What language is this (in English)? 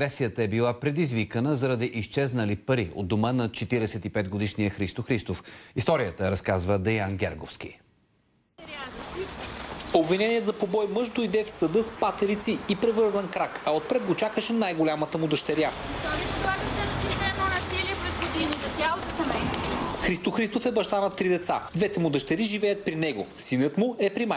Bulgarian